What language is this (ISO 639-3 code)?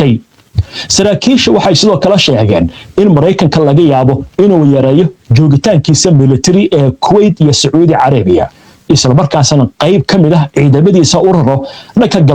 som